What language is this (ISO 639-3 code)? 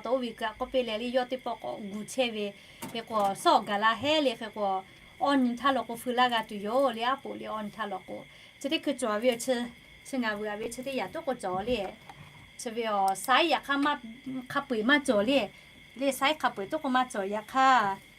lhu